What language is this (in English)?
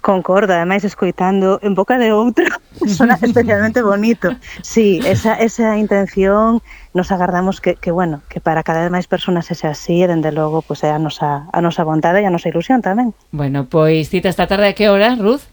Galician